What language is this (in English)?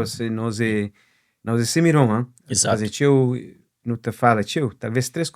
Kabuverdianu